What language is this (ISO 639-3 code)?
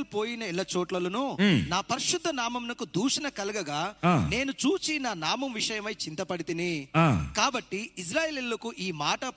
tel